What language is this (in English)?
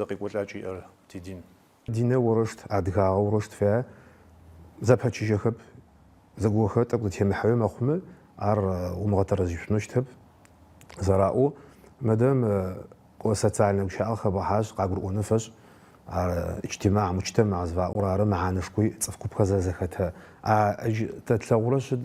Adyghe